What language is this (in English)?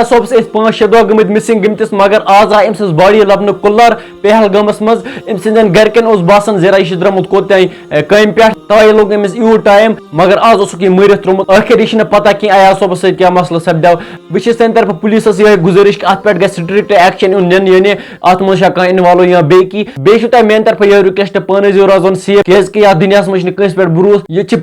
Kashmiri